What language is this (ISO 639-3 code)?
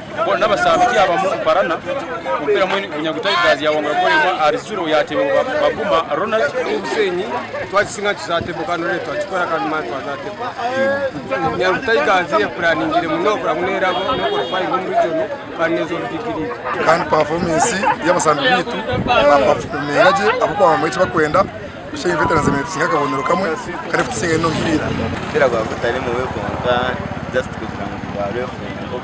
nyn